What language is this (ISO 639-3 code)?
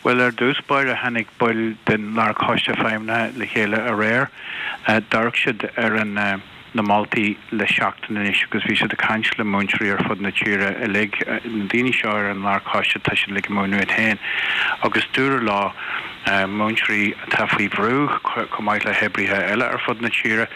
gle